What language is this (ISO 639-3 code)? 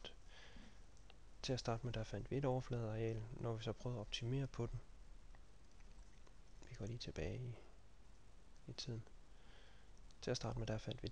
dan